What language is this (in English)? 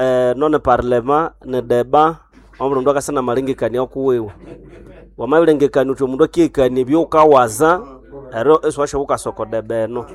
Nande